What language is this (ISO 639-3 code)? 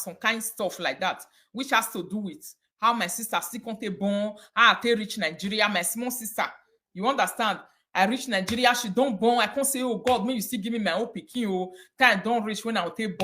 pcm